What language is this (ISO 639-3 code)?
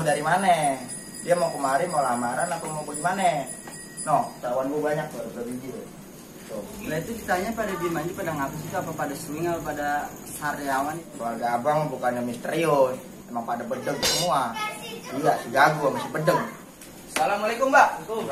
bew